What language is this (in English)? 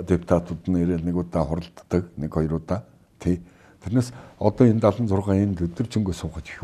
Mongolian